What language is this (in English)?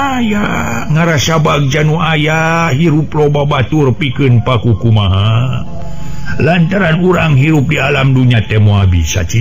Sundanese